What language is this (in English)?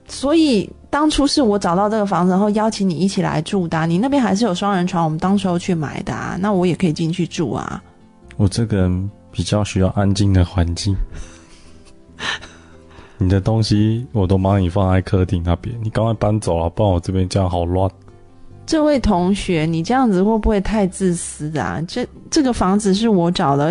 Chinese